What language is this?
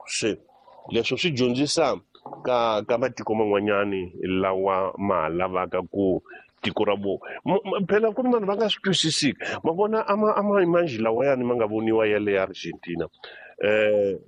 Tsonga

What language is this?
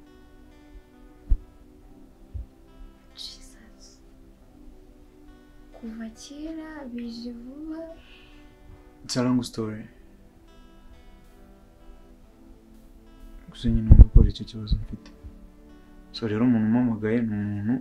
Kinyarwanda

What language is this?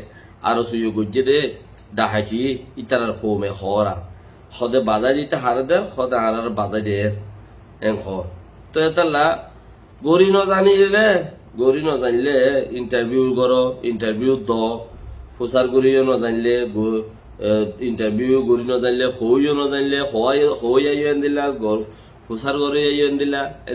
Rohingya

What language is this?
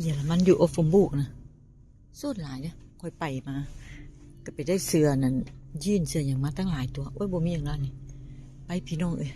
Northeastern Thai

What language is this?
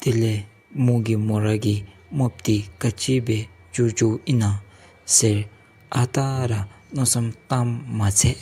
Dzongkha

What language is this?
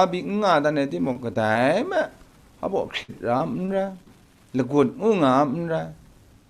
Kachin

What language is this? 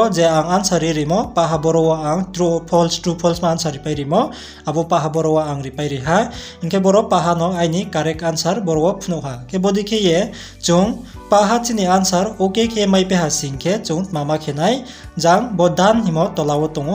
Riang (India)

